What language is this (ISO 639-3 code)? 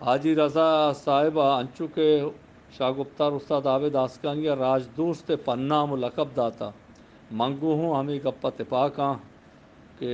bgp